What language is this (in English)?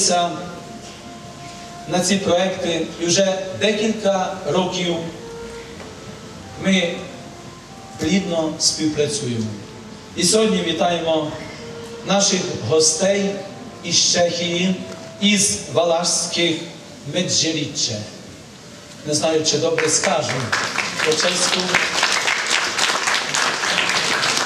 Ukrainian